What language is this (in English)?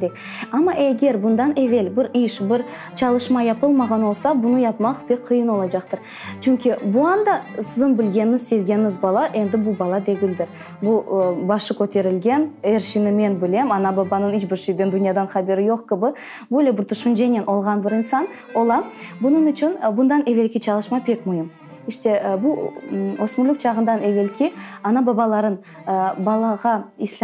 Crimean Tatar